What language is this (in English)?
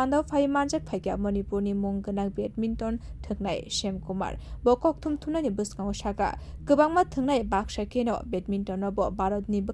Kok Borok